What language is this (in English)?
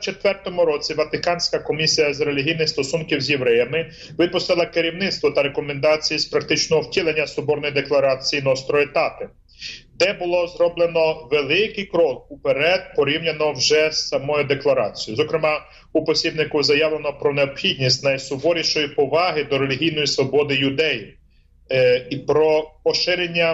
Ukrainian